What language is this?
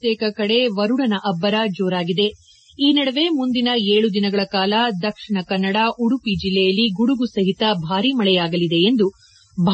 Kannada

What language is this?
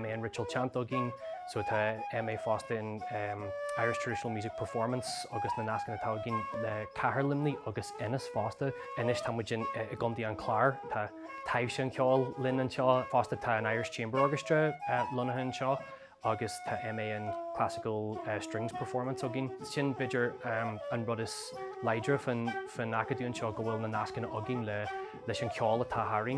Irish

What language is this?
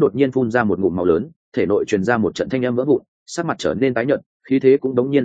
Vietnamese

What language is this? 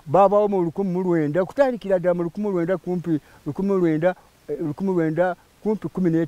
Nyankole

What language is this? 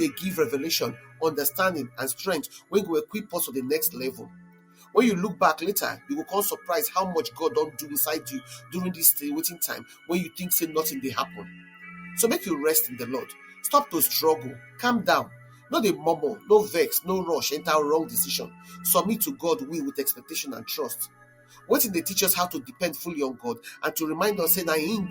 Nigerian Pidgin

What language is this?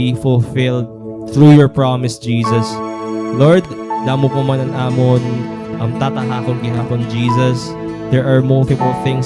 Waray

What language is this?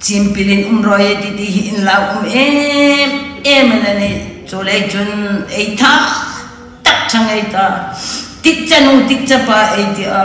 Hmar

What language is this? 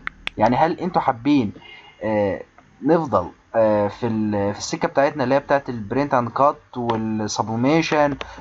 Egyptian Arabic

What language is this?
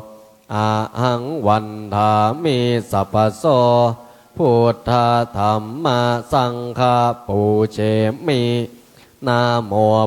Pali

